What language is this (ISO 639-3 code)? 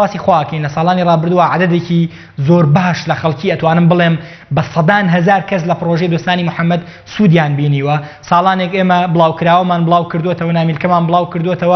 ckb